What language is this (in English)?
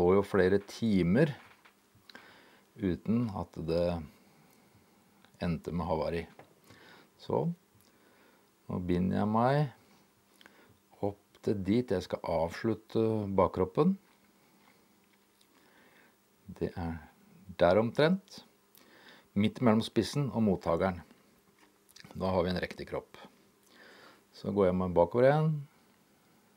Norwegian